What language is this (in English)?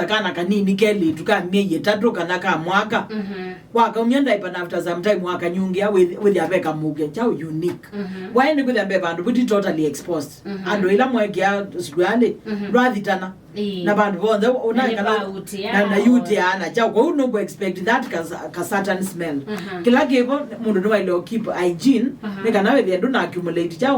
Kamba